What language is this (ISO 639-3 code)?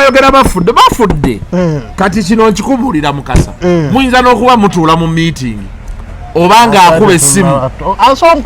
lug